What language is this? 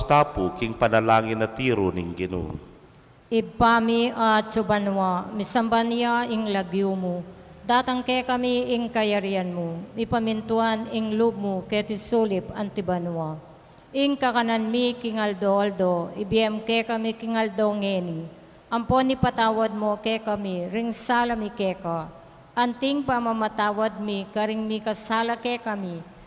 Pampanga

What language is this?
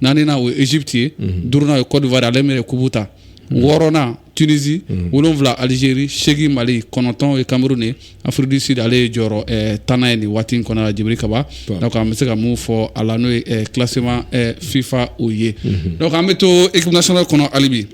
Bambara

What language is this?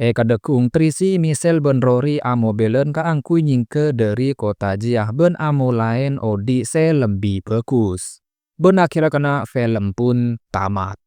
Madurese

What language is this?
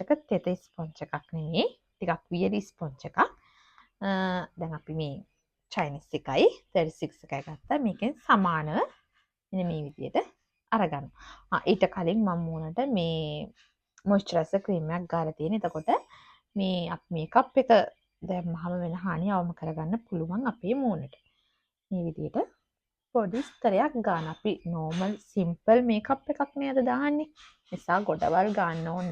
Sinhala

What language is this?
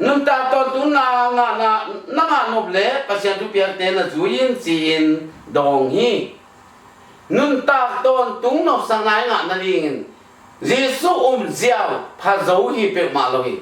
Tedim Chin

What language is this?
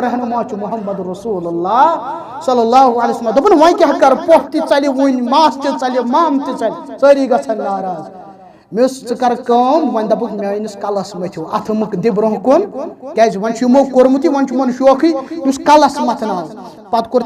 Kashmiri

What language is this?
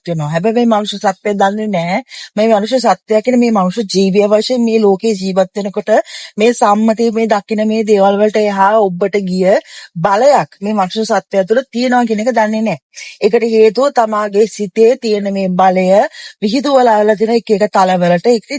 Sinhala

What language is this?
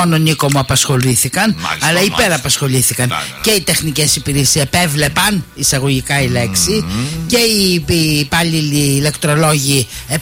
Greek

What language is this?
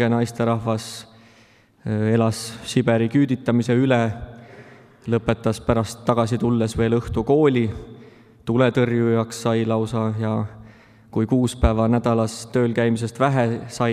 Estonian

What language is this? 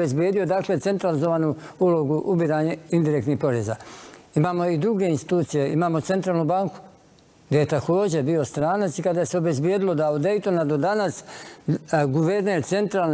Bosnian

